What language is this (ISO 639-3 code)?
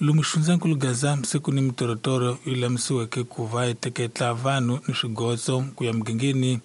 tso